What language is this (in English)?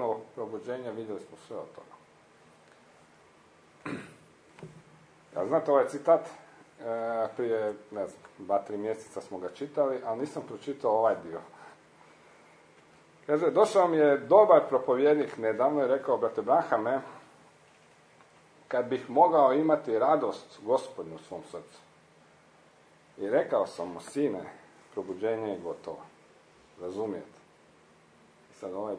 Croatian